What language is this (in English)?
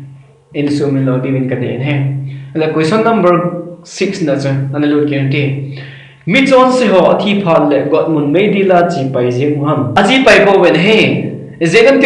Thado Chin